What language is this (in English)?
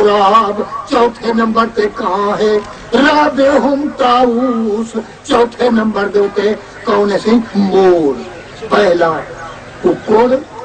Saraiki